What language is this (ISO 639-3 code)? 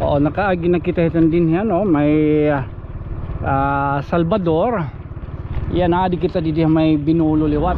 war